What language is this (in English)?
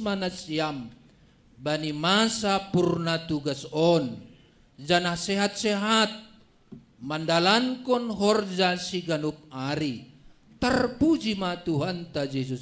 Batak Simalungun